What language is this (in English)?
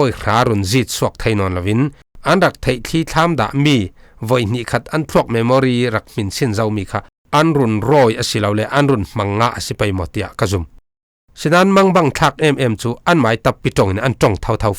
Falam Chin